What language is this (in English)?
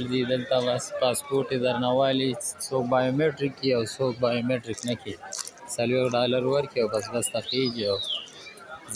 Pashto